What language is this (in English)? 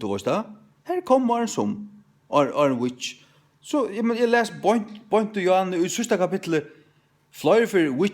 Faroese